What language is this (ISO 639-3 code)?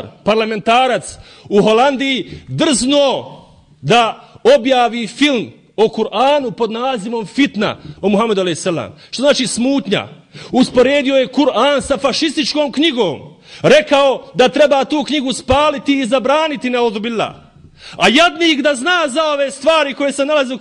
bos